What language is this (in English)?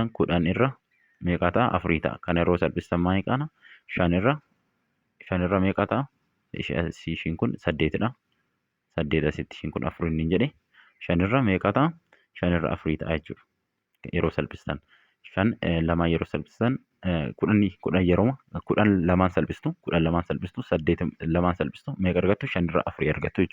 Oromo